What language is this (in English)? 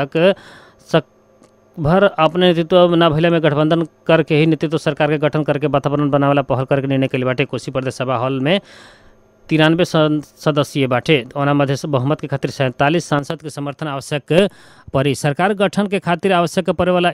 Bhojpuri